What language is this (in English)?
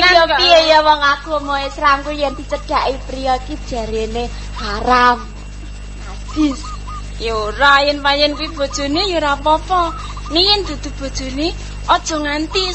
Javanese